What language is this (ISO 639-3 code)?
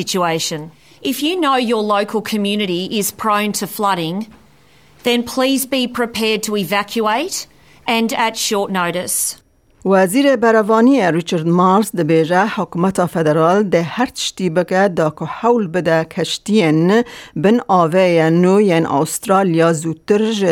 kur